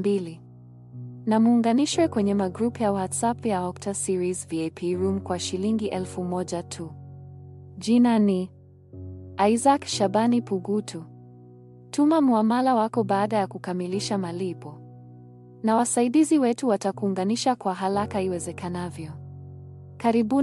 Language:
Swahili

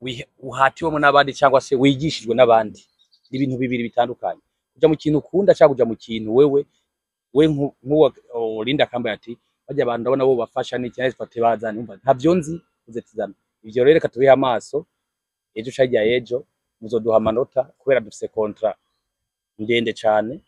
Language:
Rundi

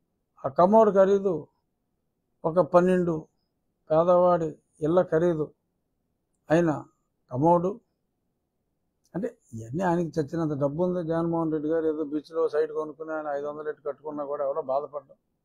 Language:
Telugu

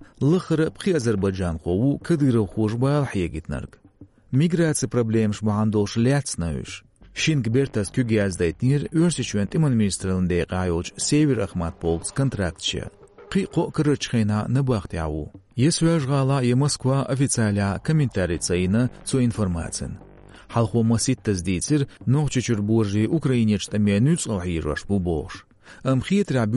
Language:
Chechen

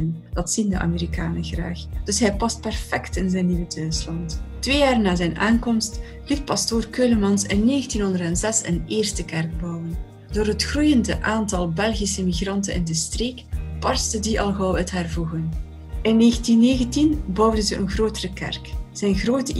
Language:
Dutch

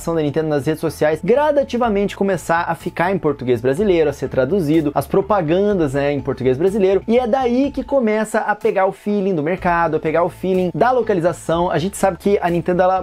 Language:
Portuguese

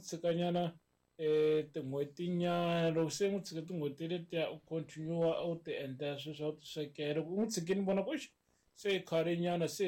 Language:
Tsonga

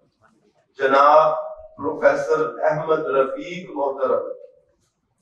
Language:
Urdu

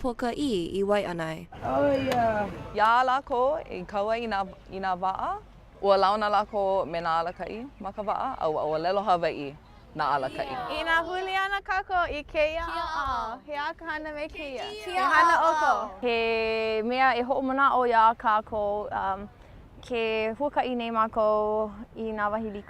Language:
Hawaiian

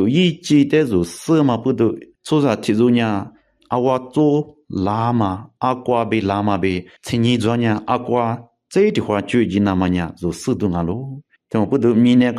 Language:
Lisu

